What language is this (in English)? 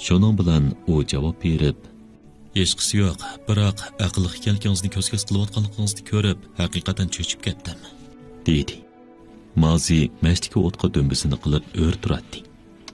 Uyghur